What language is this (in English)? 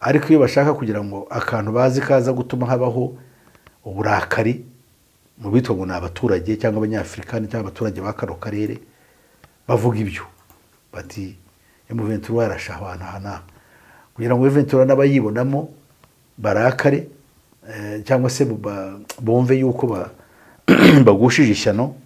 Kinyarwanda